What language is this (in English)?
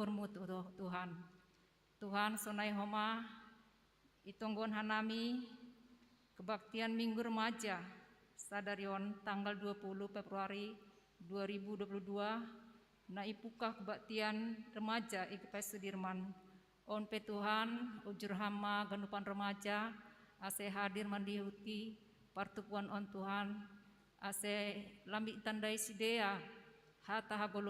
Batak Simalungun